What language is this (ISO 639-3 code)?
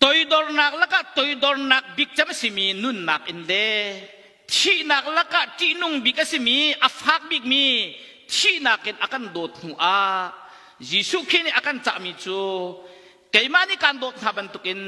cnh